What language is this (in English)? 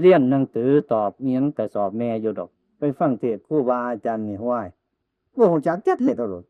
Northeastern Thai